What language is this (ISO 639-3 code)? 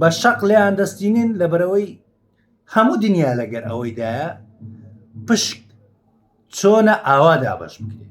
ckb